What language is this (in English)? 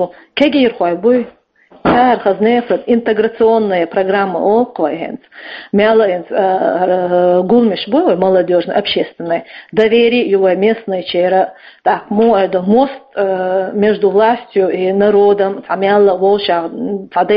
Chechen